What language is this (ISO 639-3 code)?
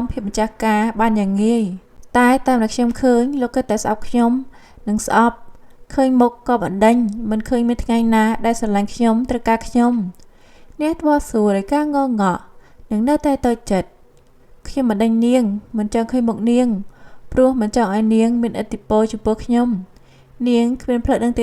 khm